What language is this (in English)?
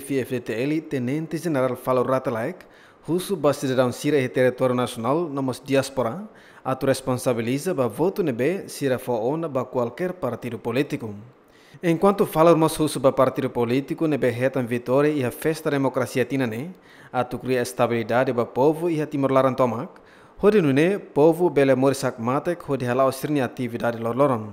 Tetum